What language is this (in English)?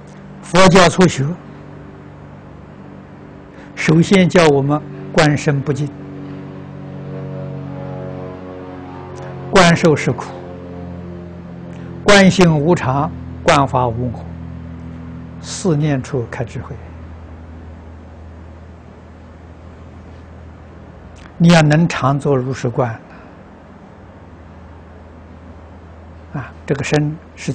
Chinese